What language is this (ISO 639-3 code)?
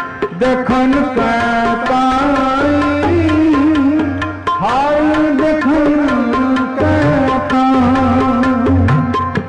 hin